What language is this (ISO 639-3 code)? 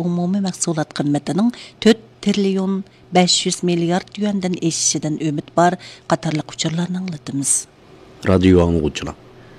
uig